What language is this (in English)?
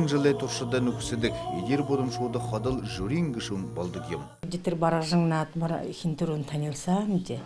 Buriat